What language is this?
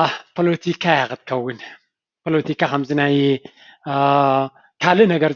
Tigrinya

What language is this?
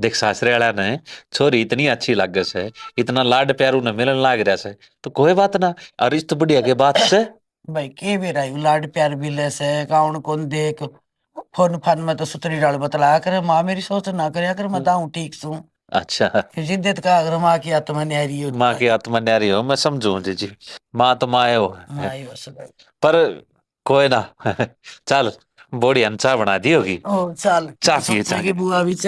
Haryanvi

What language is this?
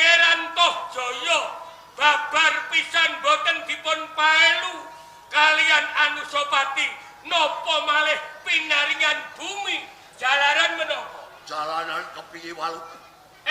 Javanese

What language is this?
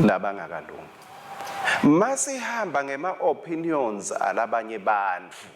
Swati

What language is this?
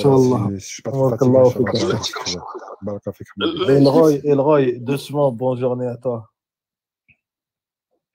French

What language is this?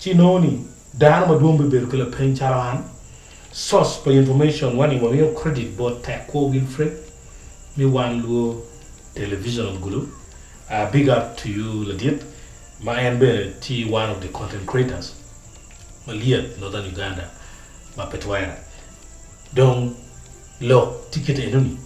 Acoli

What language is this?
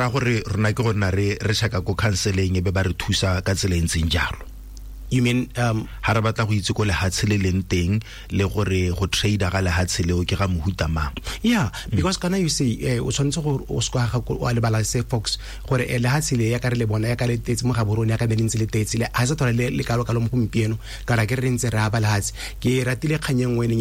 Tswana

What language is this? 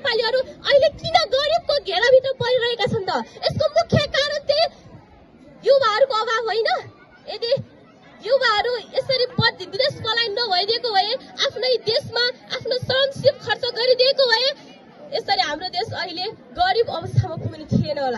Nepali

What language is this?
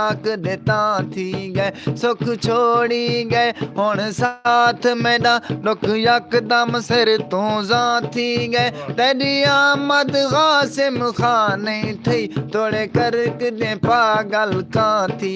Saraiki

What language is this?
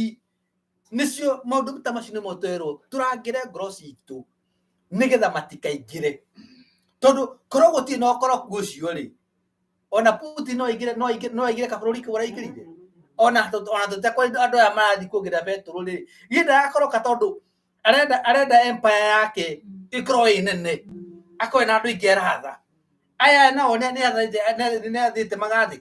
Kikuyu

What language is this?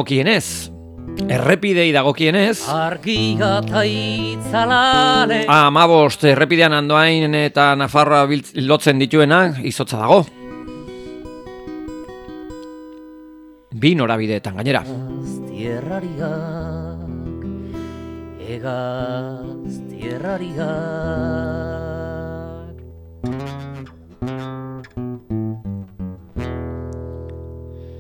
Basque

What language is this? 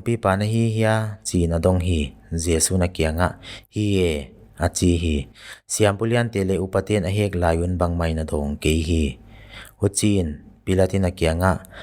Paite Chin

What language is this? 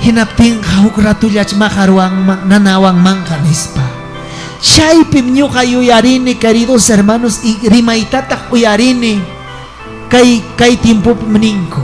Ayacucho Quechua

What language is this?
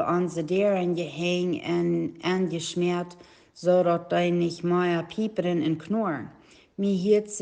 Plautdietsch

